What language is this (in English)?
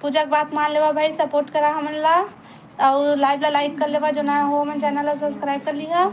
Chhattisgarhi